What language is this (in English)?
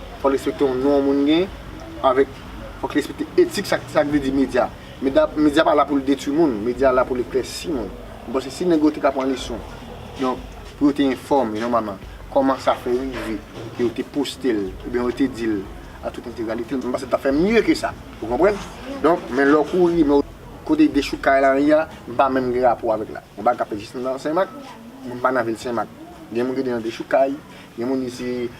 Haitian Creole